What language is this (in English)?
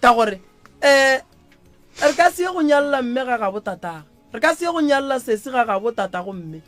Northern Sotho